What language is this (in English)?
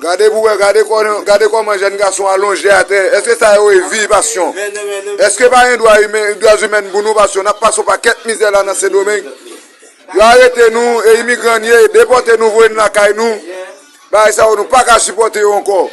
Haitian Creole